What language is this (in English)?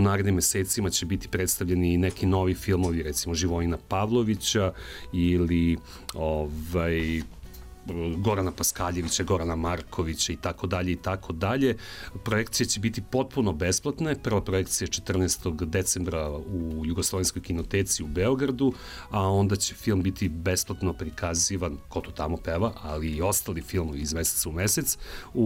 Serbian